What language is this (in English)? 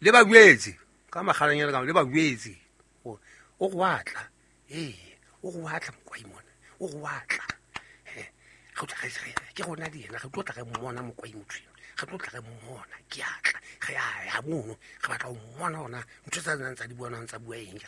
Southern Sotho